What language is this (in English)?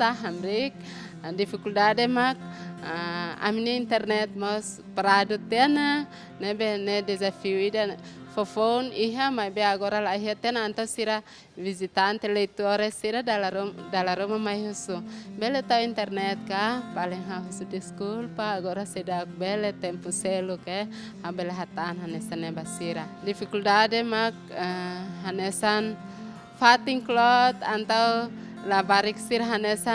Tetum